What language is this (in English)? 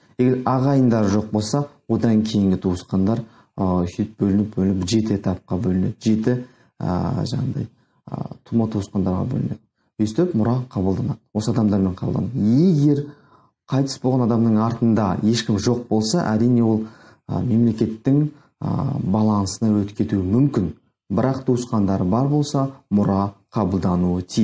Kazakh